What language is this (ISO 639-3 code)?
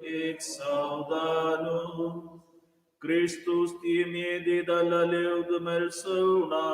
roh